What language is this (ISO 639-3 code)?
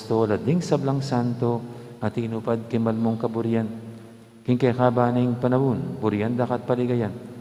pam